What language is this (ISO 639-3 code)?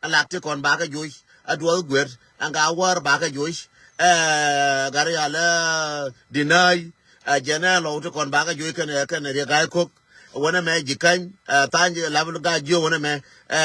nus